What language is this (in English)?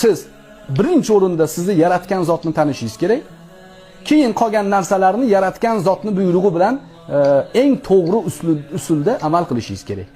Uzbek